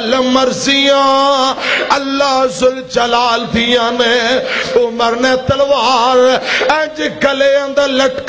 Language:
Western Panjabi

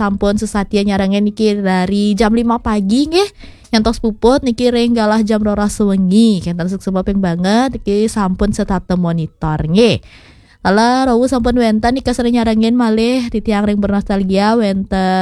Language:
Balinese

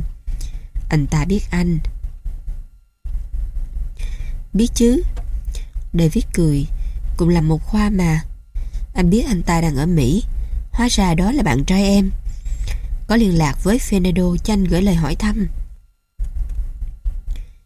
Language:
Vietnamese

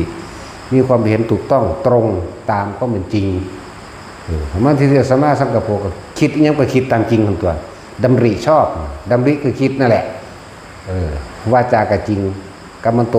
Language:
Northeastern Thai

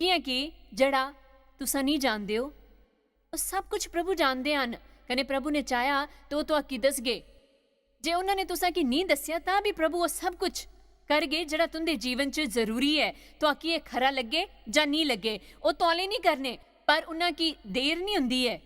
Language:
Dogri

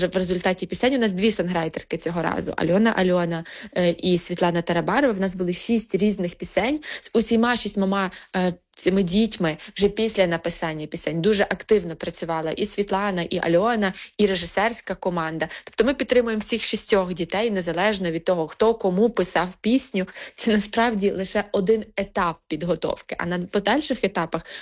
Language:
Ukrainian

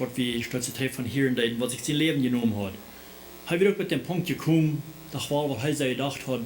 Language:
Plautdietsch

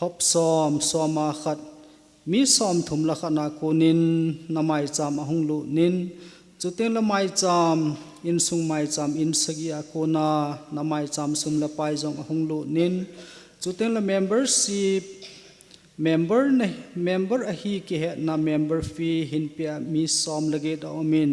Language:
Thado Chin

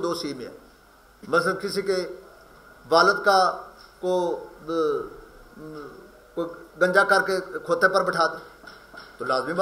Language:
Urdu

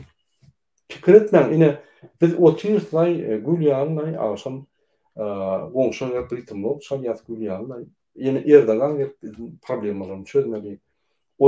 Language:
Turkmen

